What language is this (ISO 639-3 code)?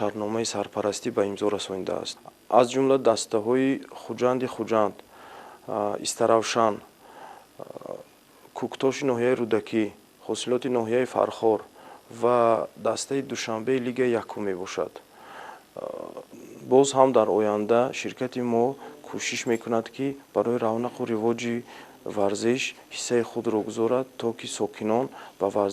tgk